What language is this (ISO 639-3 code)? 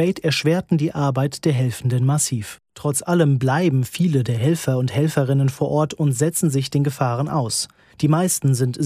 deu